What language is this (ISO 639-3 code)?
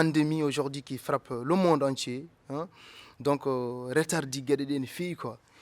ful